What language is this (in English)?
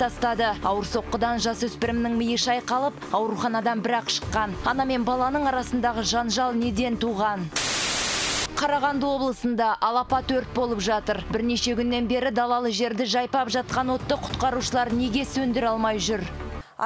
Kazakh